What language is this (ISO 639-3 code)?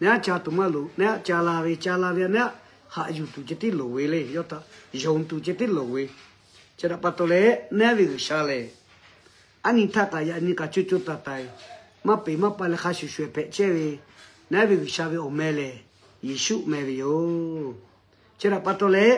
lhu